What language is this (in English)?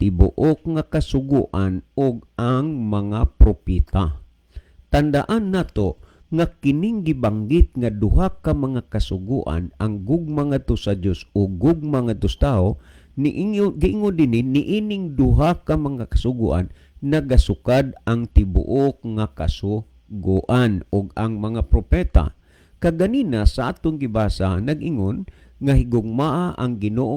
Cebuano